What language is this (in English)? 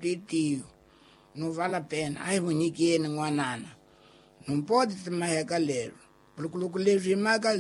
Tsonga